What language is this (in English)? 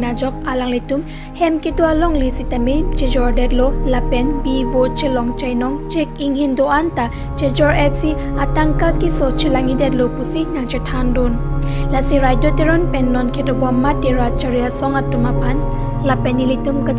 Karbi